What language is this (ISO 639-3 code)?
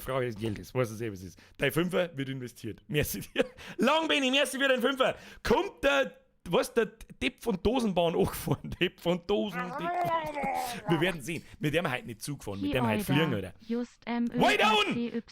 bar